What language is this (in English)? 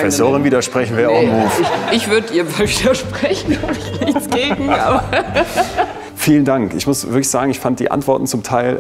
German